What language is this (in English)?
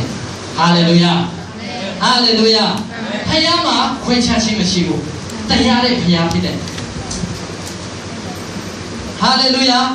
Burmese